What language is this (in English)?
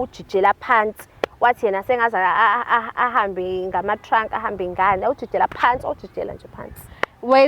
Zulu